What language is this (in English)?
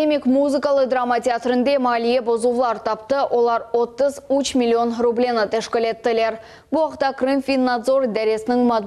Crimean Tatar